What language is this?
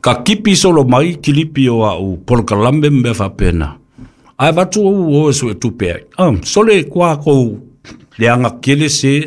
Samoan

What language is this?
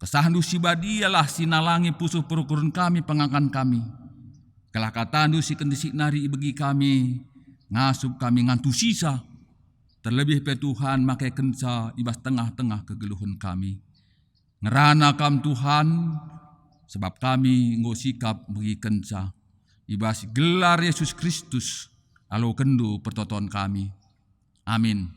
Batak Karo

